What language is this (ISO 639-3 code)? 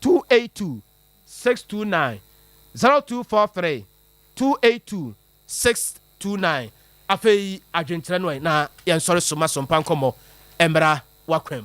aka